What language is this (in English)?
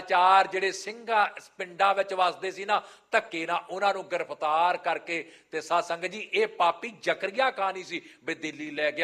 Punjabi